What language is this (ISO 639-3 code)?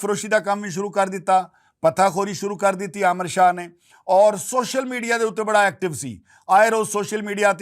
lah